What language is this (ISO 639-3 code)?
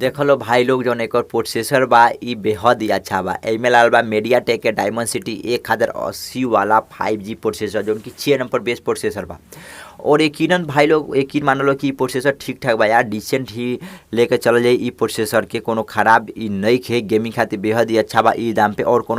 bho